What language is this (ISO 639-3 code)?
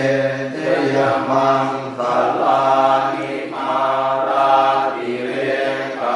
pli